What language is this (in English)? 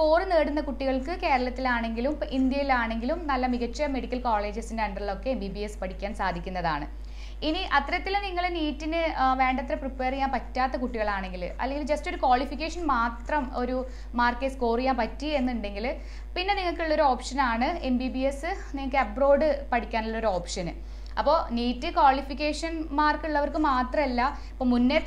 Malayalam